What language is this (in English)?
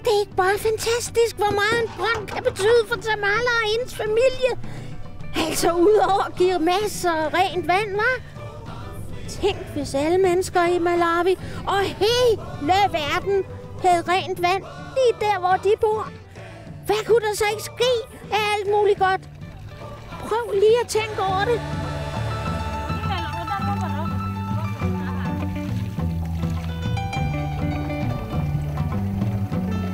Danish